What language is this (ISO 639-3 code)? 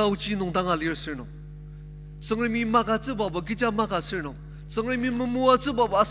njo